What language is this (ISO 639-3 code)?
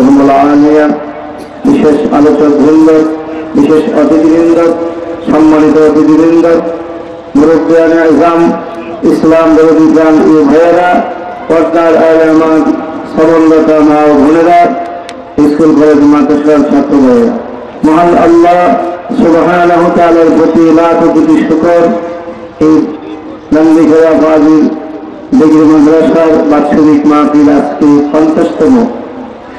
ben